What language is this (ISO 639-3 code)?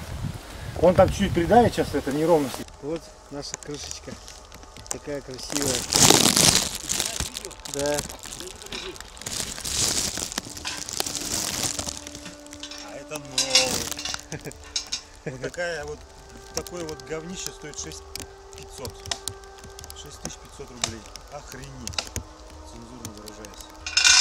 rus